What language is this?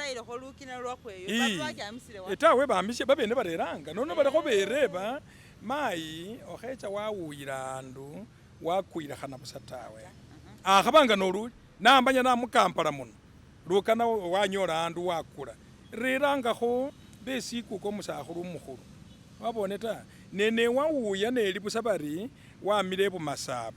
Masaaba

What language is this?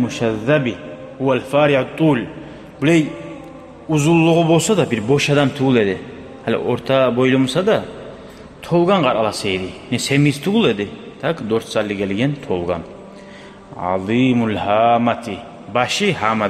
Kumyk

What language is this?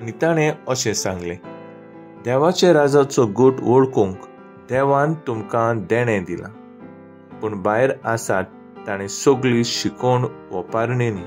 Konkani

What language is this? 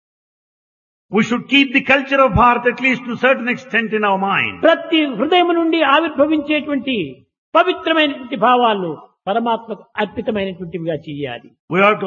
Telugu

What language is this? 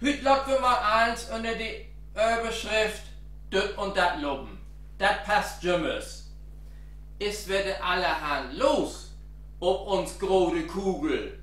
Low German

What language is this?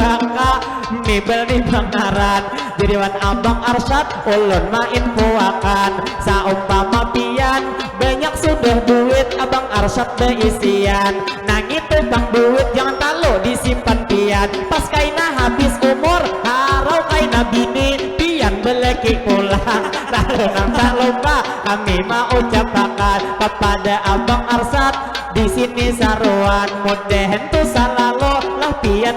Banjar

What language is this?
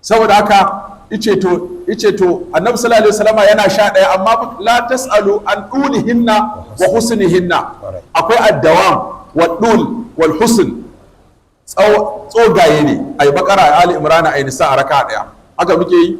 Hausa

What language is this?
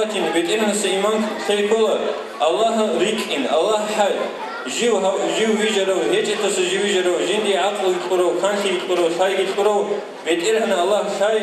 Avaric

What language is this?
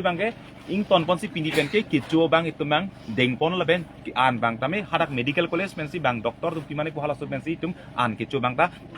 Karbi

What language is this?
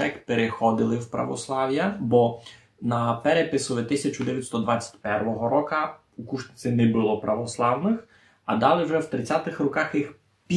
Rusyn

